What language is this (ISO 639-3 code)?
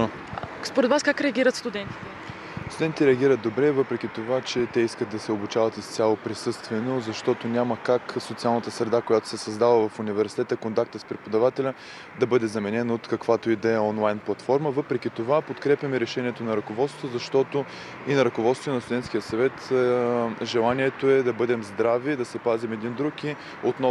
bul